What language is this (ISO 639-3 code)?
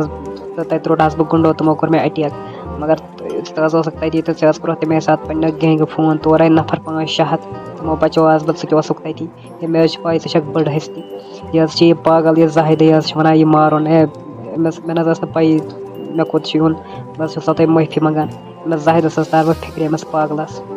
kas